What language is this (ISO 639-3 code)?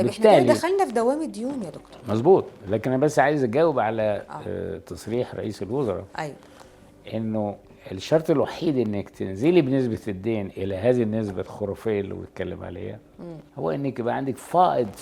arz